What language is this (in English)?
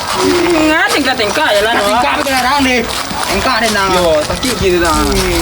Minangkabau